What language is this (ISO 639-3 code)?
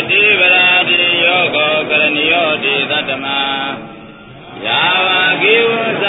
mya